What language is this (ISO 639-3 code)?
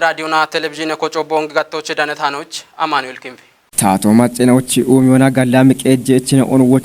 kbr